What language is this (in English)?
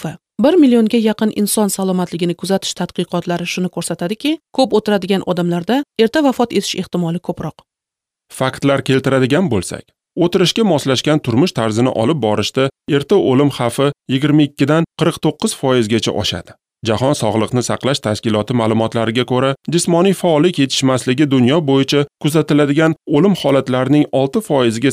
Uzbek